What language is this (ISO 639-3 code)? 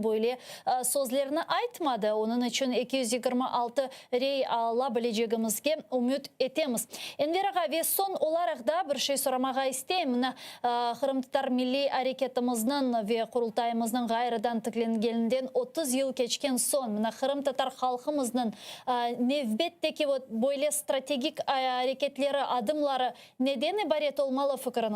crh